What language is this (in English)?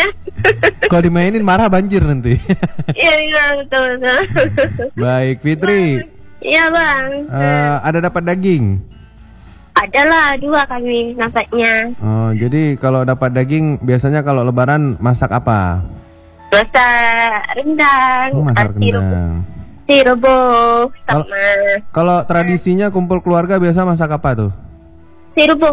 Indonesian